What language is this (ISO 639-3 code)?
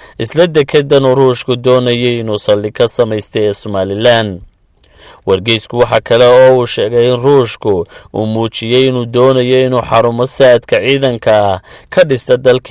som